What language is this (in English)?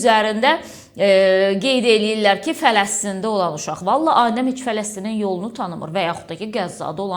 Azerbaijani